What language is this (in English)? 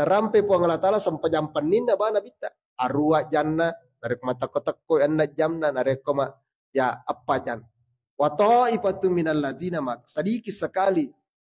Buginese